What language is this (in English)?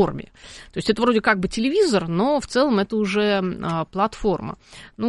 Russian